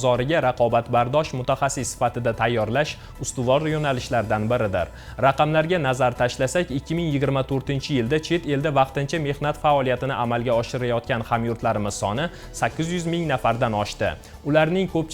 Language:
Uzbek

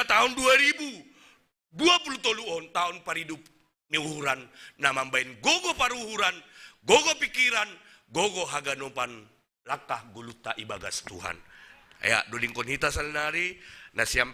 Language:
Batak Simalungun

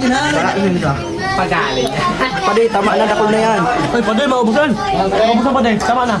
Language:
Bikol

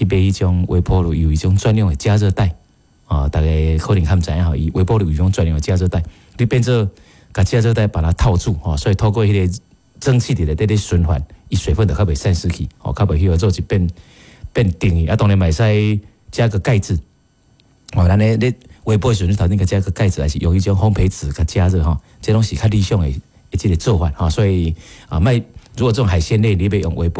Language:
Min Nan Chinese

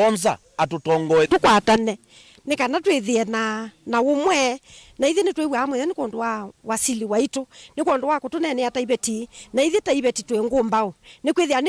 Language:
Kamba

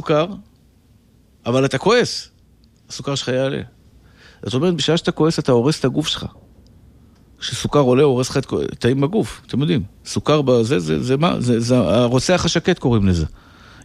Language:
Hebrew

